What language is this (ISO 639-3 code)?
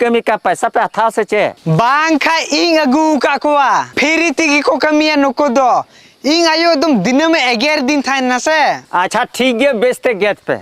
sat